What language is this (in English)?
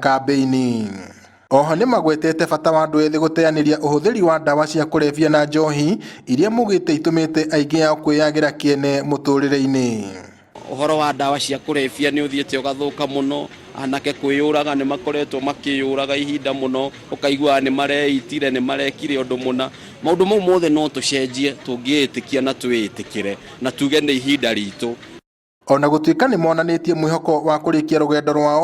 Kikuyu